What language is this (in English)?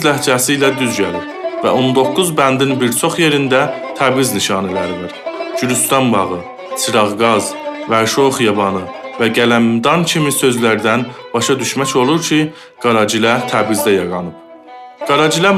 South Azerbaijani